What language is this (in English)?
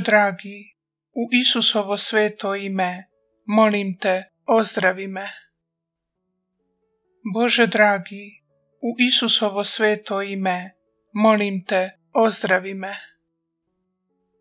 Croatian